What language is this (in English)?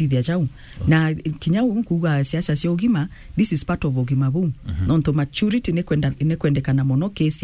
Meru